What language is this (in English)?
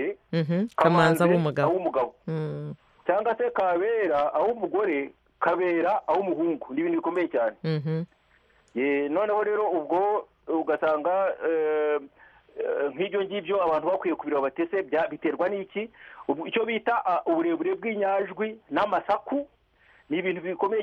Kinyarwanda